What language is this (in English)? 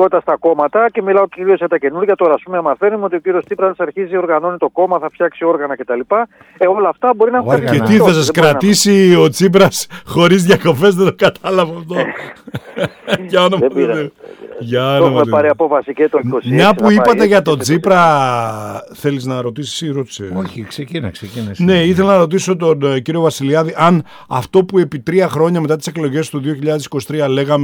Greek